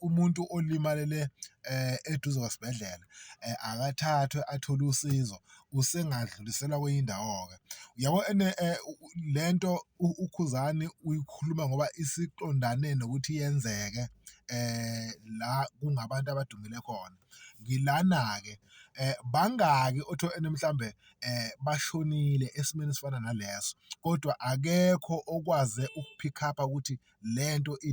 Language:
Zulu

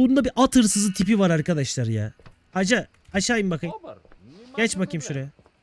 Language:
Turkish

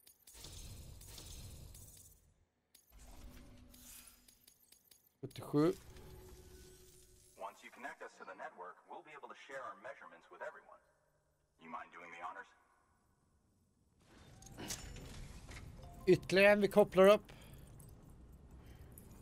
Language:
Swedish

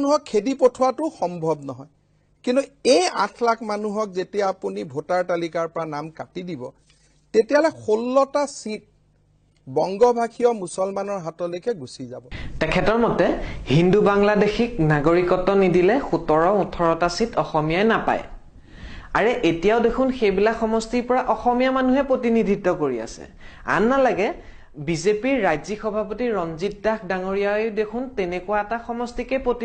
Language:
Assamese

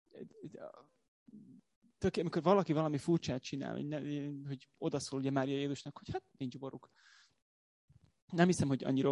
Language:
Hungarian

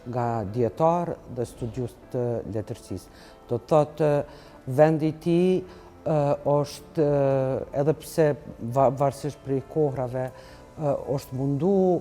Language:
Albanian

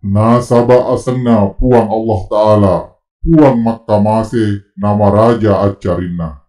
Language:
Buginese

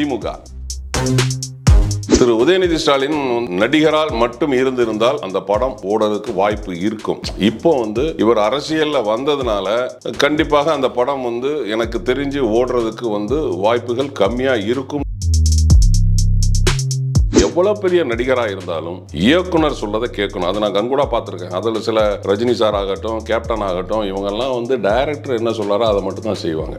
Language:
Tamil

